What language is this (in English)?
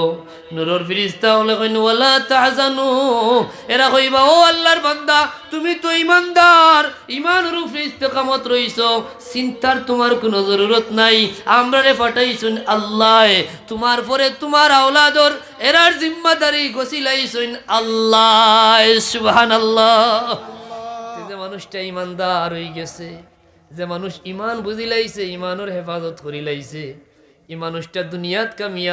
Sylheti